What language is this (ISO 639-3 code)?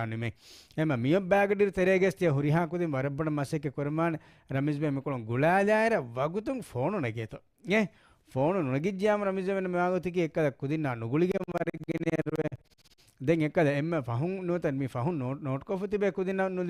div